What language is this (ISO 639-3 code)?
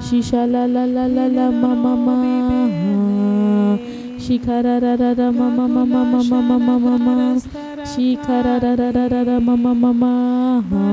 kdh